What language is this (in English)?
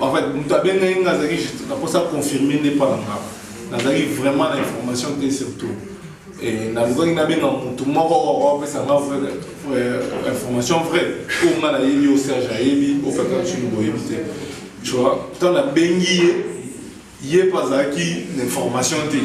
Lingala